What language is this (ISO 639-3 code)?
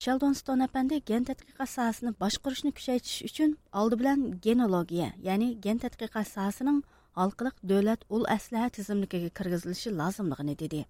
uig